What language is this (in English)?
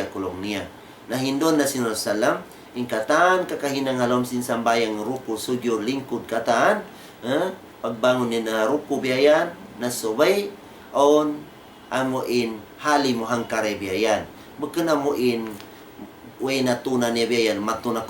Tausug